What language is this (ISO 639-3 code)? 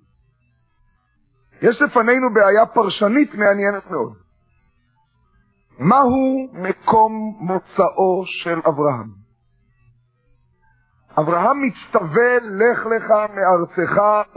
heb